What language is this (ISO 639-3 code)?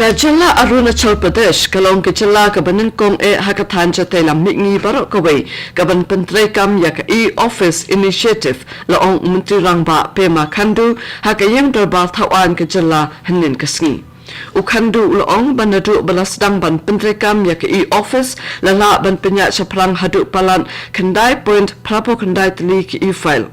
kha